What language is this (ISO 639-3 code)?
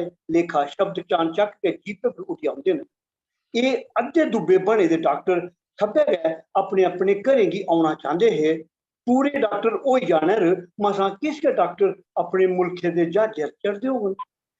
doi